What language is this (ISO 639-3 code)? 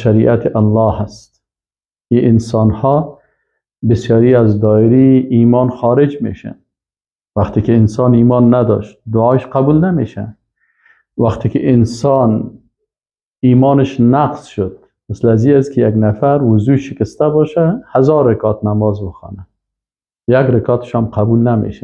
fas